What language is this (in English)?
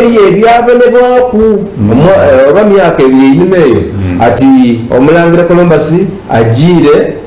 Soga